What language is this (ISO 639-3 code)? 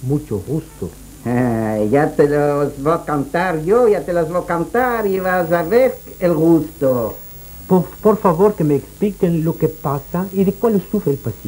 lad